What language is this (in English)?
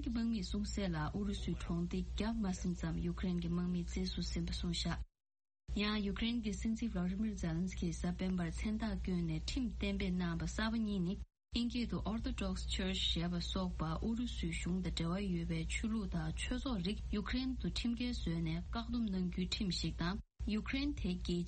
Tibetan